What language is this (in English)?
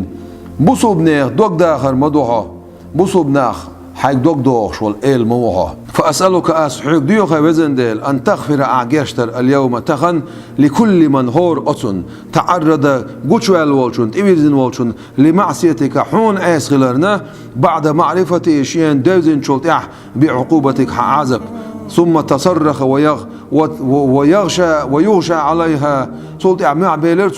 Chechen